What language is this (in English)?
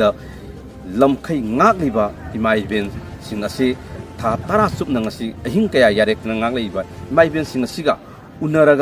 Manipuri